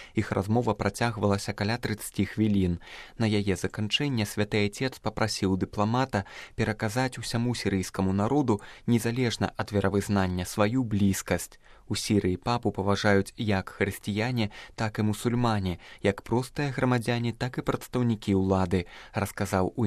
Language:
Belarusian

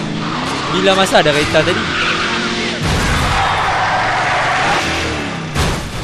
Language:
Malay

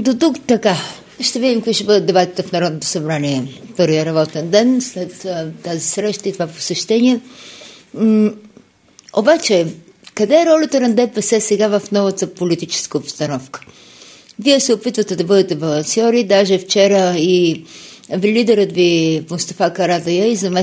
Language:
Bulgarian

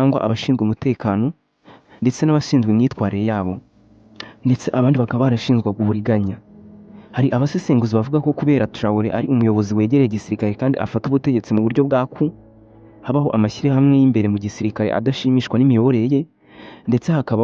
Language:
Kinyarwanda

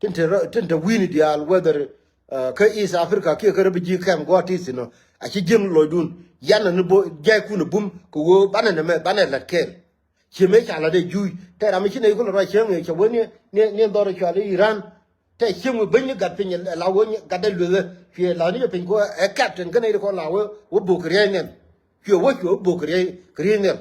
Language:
Nuer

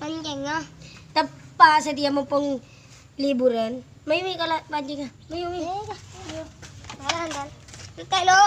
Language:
Madurese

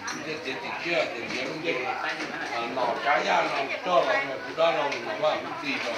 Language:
Hmong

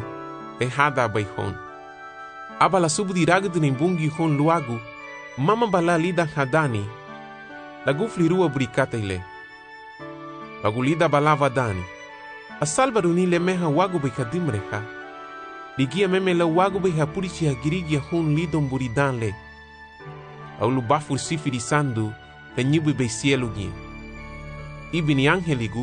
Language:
Garifuna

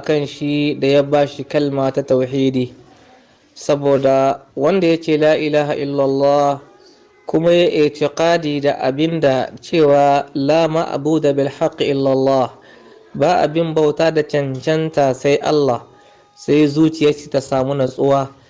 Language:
Hausa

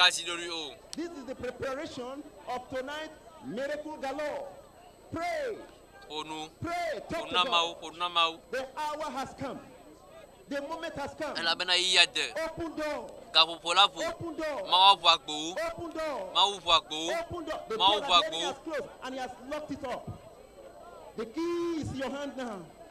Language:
Ewe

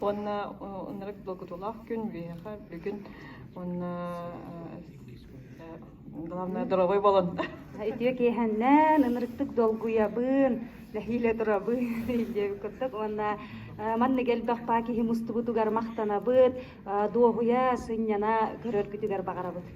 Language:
Yakut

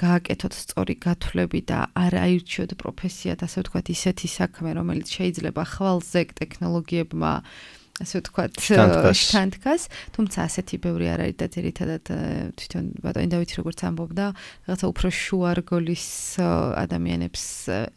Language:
Georgian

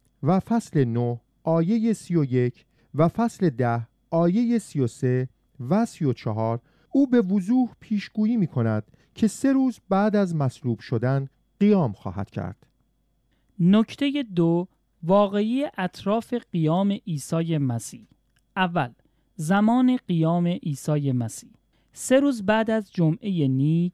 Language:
Persian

